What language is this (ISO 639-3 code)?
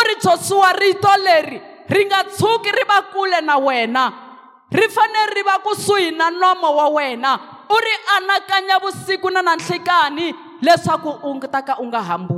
tso